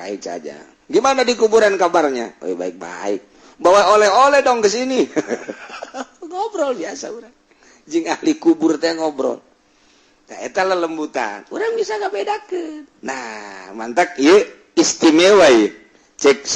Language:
Sundanese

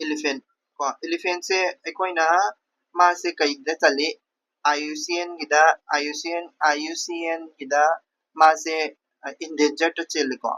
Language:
Manipuri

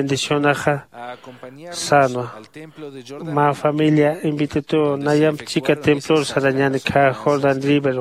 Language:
Aymara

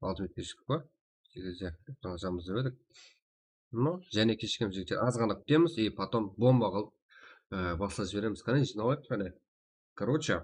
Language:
Kara-Kalpak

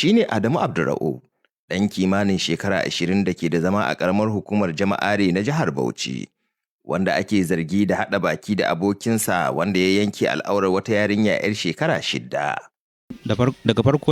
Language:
Hausa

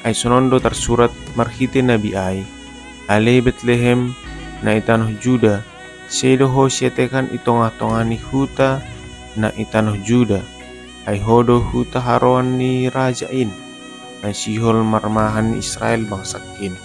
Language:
Batak Simalungun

